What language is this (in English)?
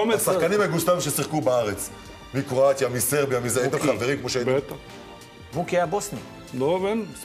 Hebrew